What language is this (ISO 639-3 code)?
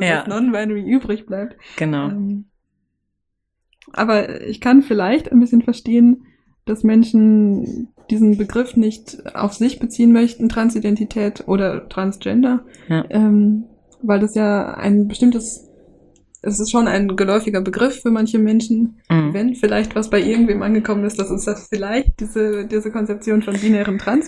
deu